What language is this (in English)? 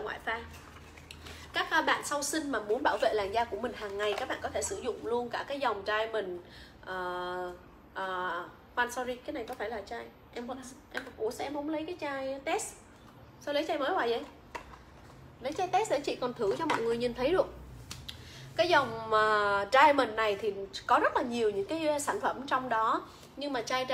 Vietnamese